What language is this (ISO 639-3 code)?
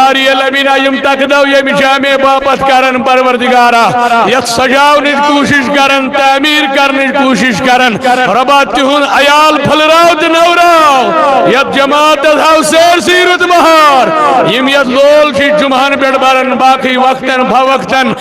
kas